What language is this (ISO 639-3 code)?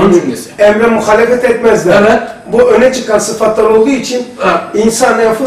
tur